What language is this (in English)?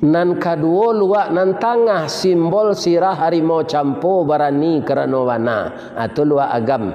Minangkabau